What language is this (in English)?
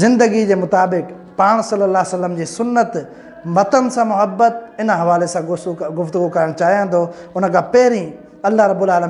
Sindhi